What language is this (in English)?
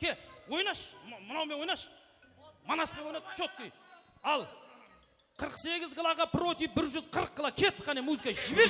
Kara-Kalpak